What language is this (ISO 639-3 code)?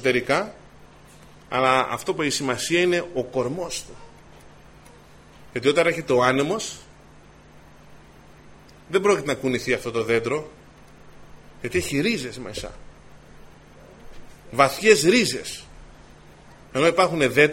ell